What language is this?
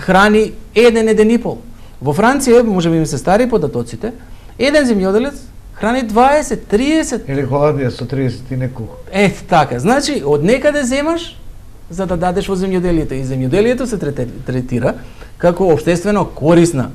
Macedonian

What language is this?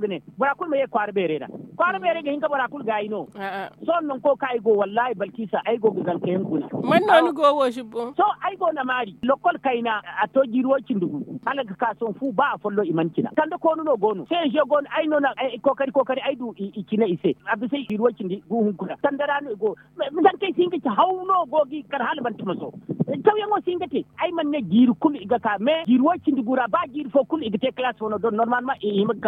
Zarma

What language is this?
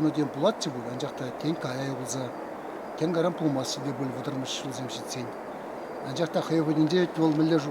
Chuvash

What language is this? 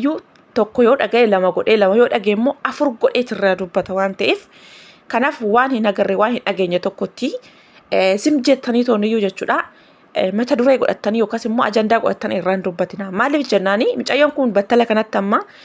Oromo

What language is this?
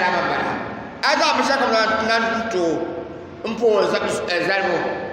Dagbani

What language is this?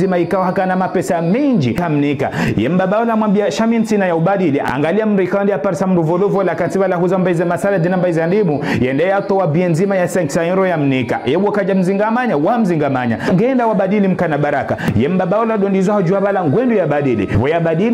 Ngazidja Comorian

